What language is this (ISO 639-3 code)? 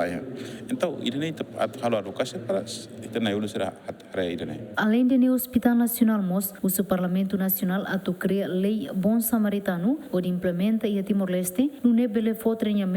tet